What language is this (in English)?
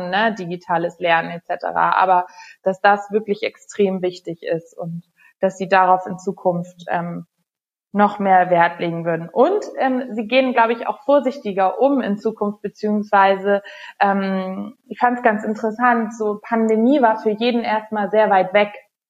German